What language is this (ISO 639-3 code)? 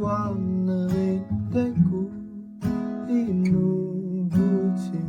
kal